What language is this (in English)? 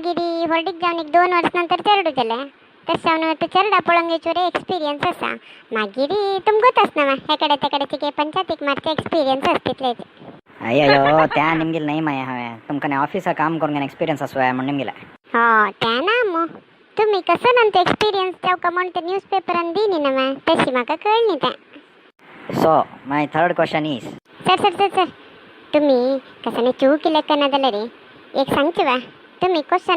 Konkani